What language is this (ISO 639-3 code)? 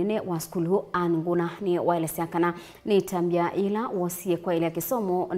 kam